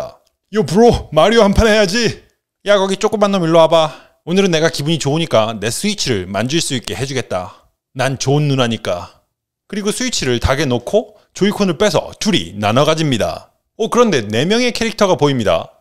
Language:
Korean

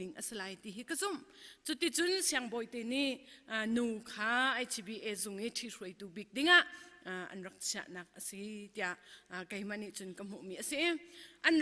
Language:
Hakha Chin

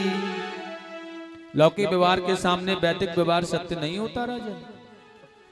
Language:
Hindi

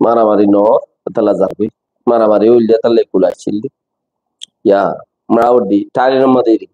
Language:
Rohingya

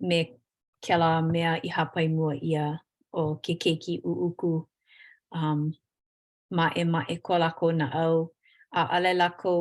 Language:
Hawaiian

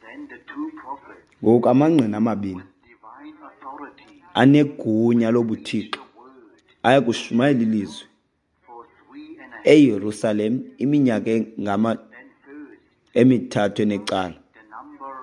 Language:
Xhosa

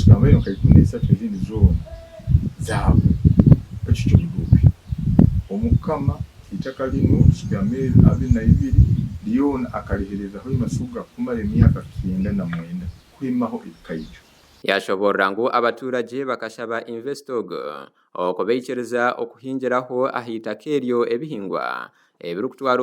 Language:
Nyankole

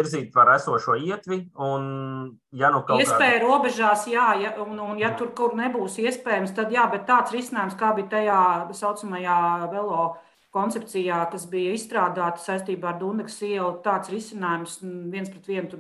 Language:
Latvian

